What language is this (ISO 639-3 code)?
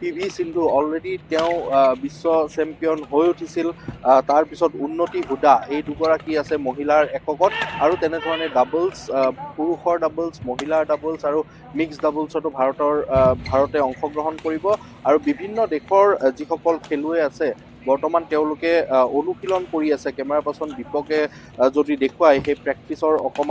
asm